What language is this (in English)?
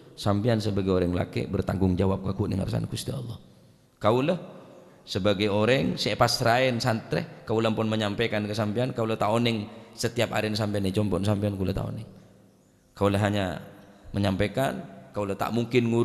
Madurese